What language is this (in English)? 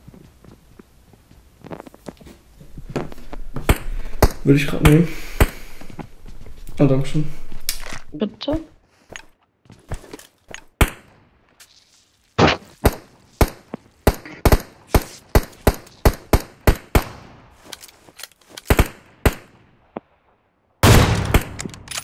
German